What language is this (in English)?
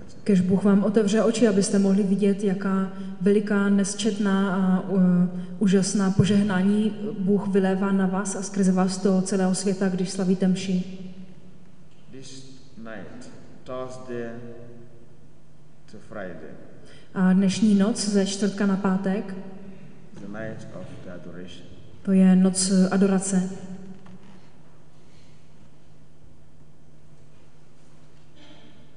Czech